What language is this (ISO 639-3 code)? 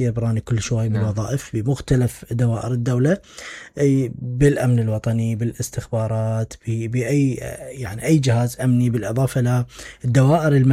acm